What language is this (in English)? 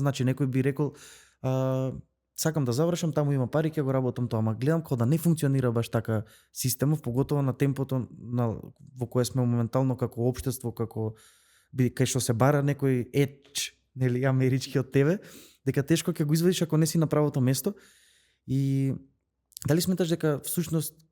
Macedonian